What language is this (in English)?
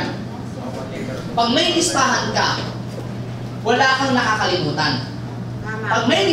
Filipino